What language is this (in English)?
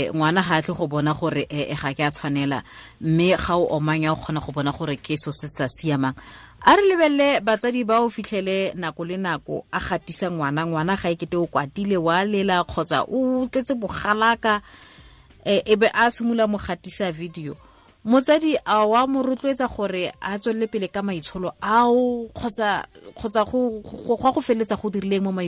Tswana